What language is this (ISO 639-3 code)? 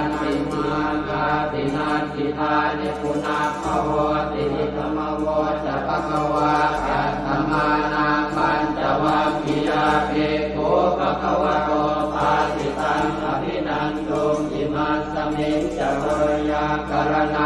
pli